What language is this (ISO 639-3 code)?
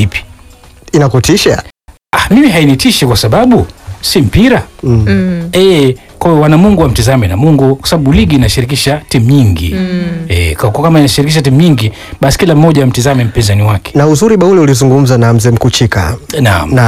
swa